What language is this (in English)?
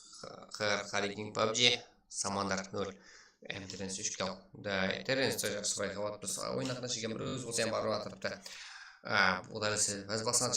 Kara-Kalpak